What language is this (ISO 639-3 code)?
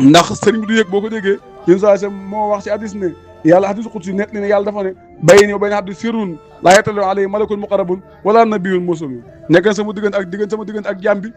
wol